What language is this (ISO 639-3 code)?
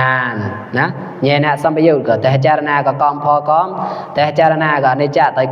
mnw